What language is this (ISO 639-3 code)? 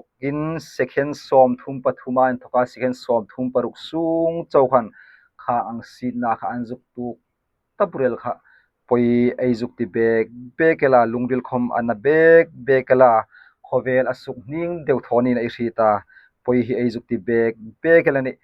hmr